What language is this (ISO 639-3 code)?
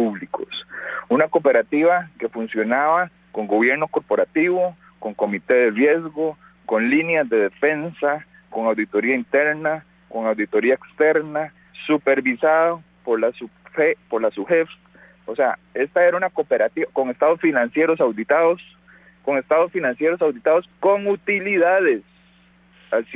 spa